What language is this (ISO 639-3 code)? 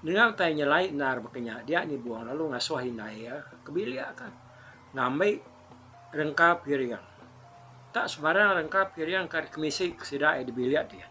iba